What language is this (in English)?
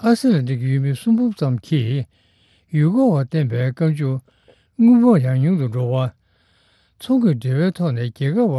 Tibetan